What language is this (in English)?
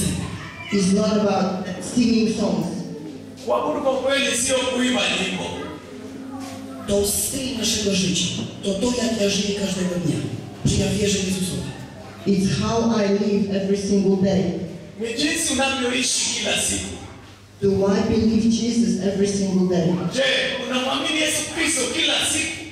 Polish